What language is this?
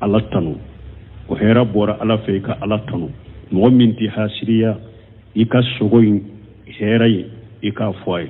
Bambara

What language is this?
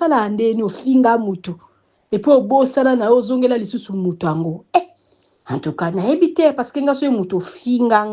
Lingala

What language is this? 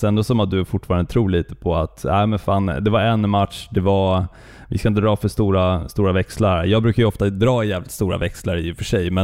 Swedish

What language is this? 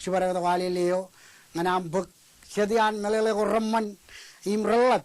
Marshallese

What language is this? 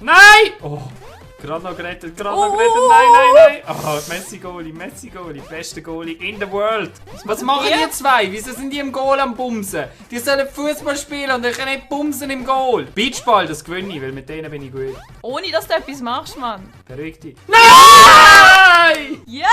Swiss German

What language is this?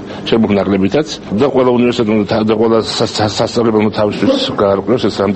Georgian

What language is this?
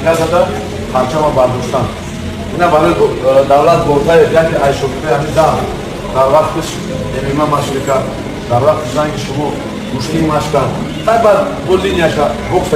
Tajik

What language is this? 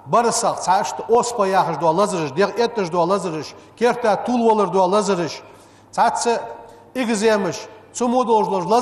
Ingush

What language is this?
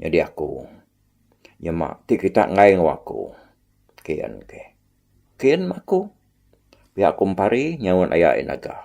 Iban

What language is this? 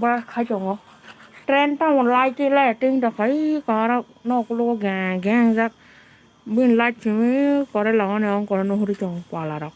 Kok Borok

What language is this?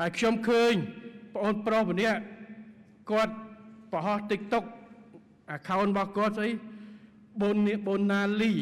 Khmer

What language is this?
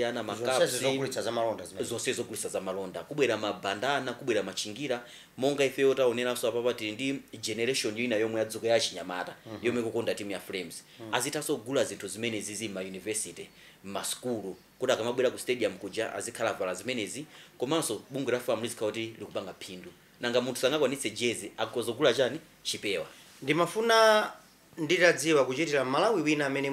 Nyanja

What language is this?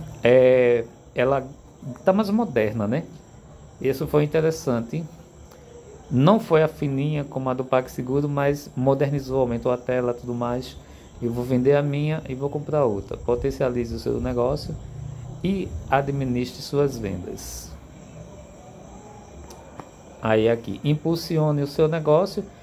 Portuguese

